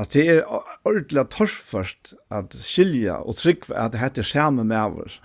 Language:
Faroese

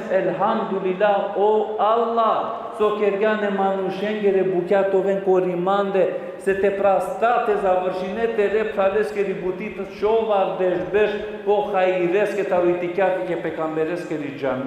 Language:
Balkan Romani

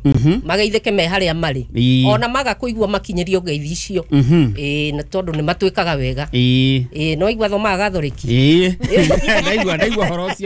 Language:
Kikuyu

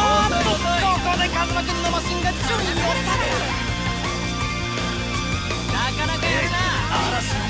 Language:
Japanese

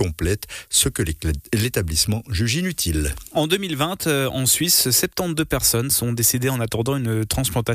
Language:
French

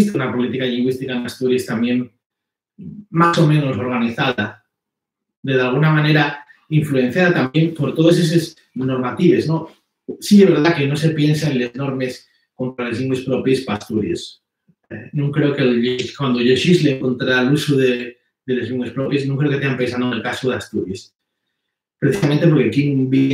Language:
Asturian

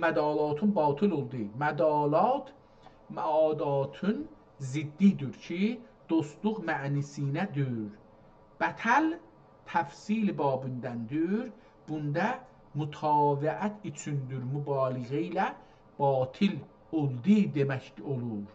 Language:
South Azerbaijani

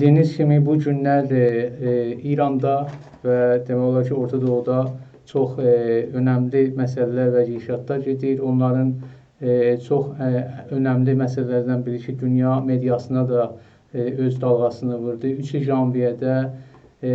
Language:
South Azerbaijani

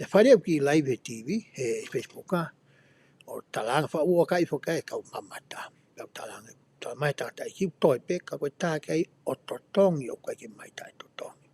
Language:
Tongan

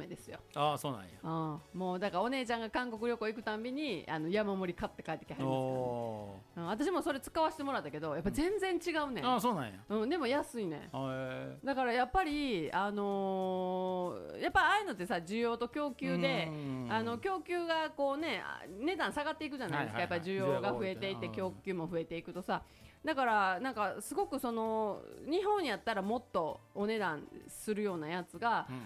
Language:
Japanese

